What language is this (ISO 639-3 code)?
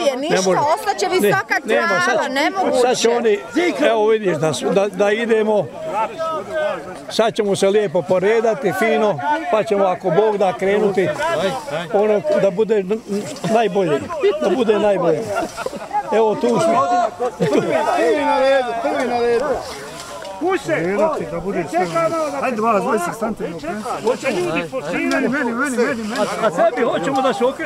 bos